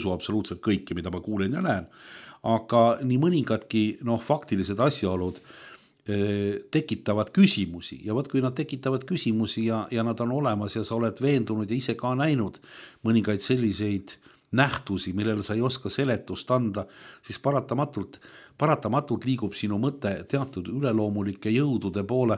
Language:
Estonian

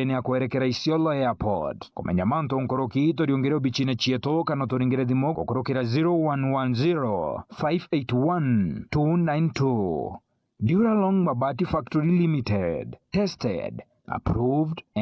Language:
Meru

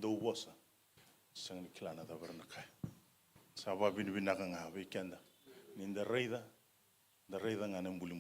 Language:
Fijian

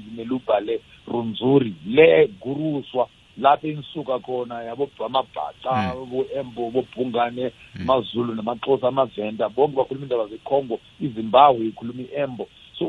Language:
South Ndebele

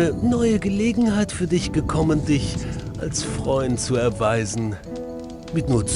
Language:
Bavarian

